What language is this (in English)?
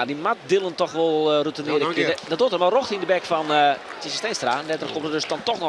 Western Frisian